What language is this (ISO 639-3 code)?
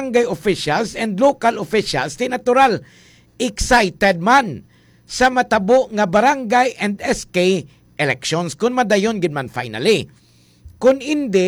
hil